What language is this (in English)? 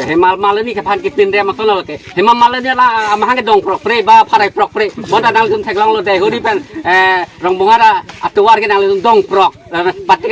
Karbi